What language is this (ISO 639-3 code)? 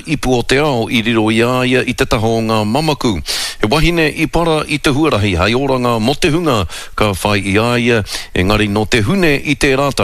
mri